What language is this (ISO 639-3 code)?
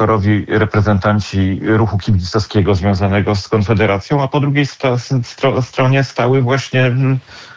pol